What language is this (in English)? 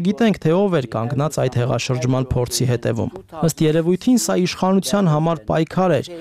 Armenian